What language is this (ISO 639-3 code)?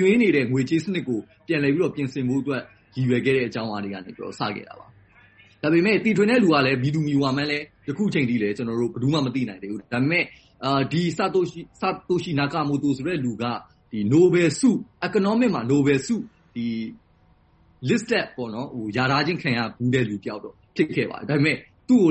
mya